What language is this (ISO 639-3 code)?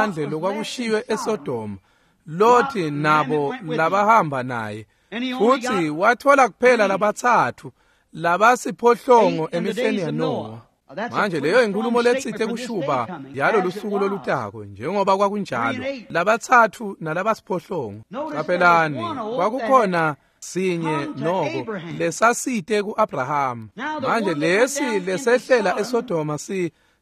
ssw